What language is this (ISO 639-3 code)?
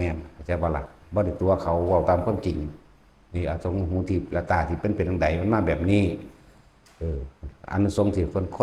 tts